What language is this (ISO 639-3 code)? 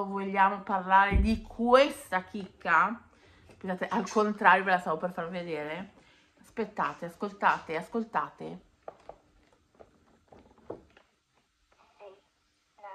ita